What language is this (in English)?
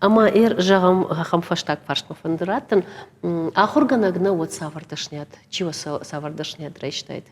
Ossetic